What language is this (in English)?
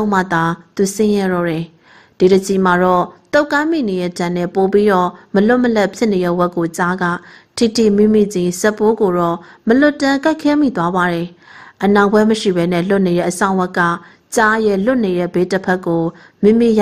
Burmese